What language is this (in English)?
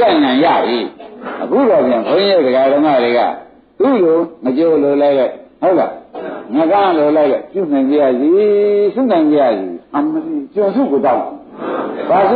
Burmese